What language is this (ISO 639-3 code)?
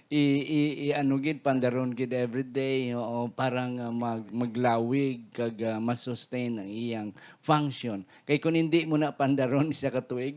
hil